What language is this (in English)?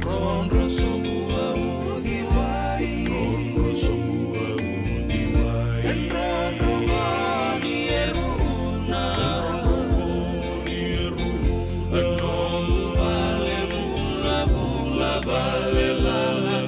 Fijian